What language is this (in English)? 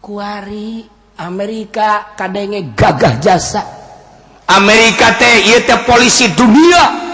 Sundanese